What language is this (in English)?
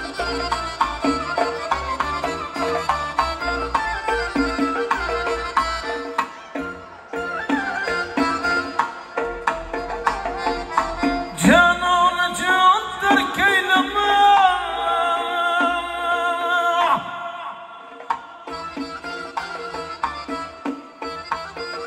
Turkish